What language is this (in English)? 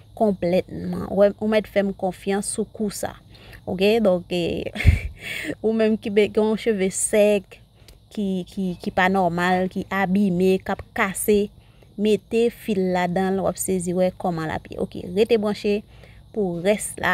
Haitian Creole